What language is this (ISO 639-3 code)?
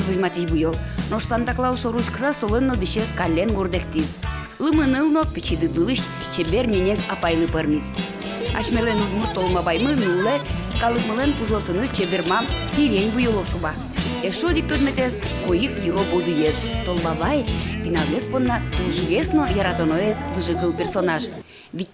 udm